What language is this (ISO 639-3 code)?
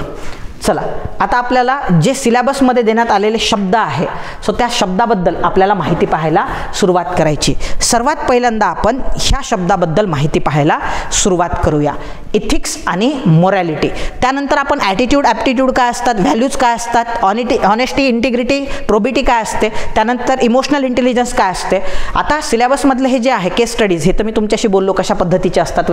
mar